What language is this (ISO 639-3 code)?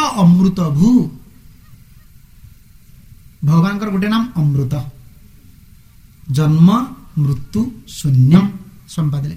ori